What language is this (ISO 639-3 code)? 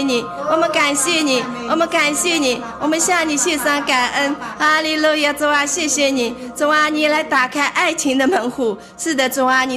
zho